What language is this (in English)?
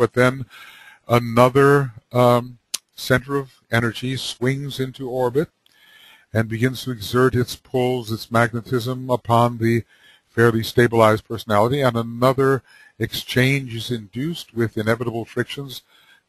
English